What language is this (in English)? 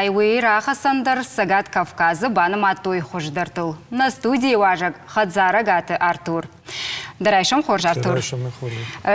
Ossetic